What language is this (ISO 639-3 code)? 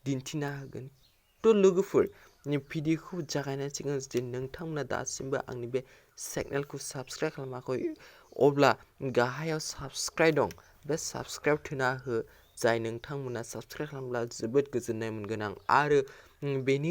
brx